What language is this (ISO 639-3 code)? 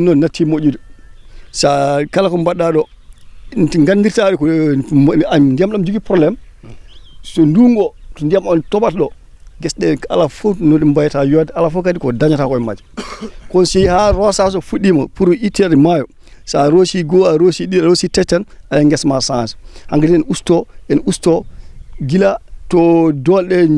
ful